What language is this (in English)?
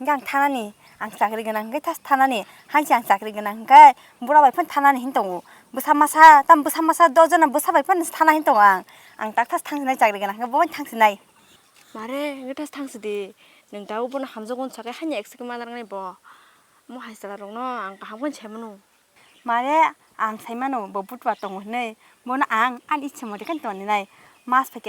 Kok Borok